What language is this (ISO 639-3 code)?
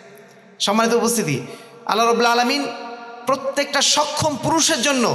ben